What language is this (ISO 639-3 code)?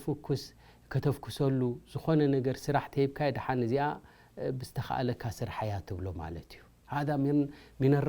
tir